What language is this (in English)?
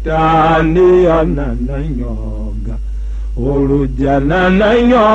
Tiv